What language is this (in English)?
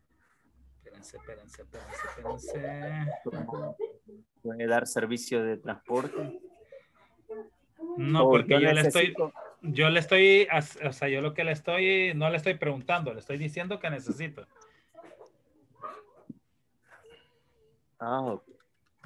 Spanish